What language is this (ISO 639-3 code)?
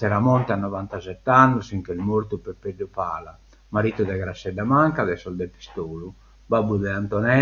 srd